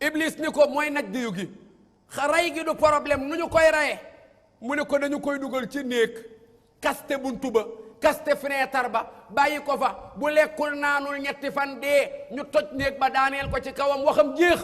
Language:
Wolof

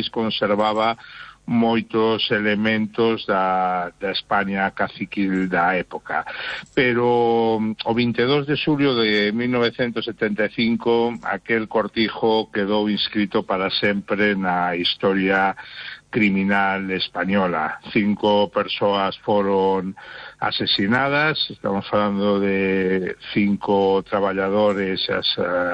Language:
Galician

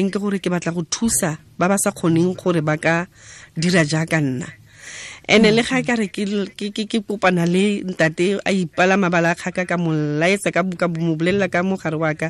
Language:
Tswana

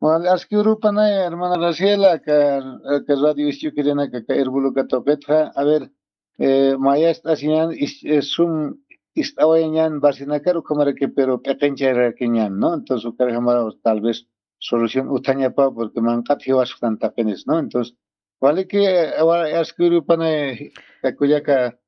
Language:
Aymara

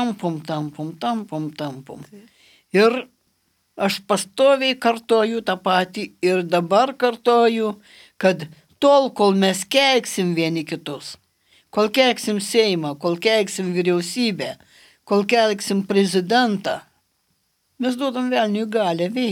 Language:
Lithuanian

